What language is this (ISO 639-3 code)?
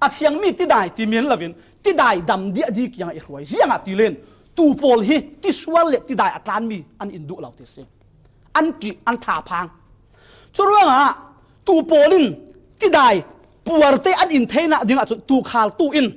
cfm